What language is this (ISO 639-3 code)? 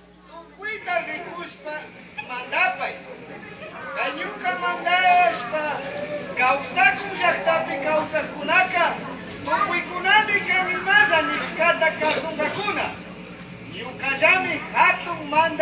qug